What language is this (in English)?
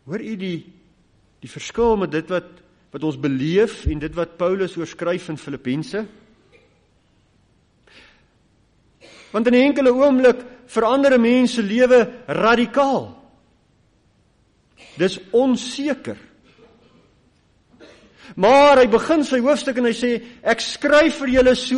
Afrikaans